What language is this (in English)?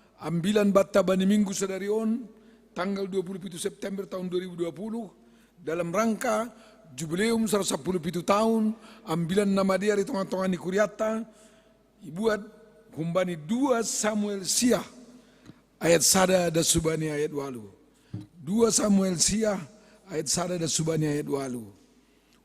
Batak Simalungun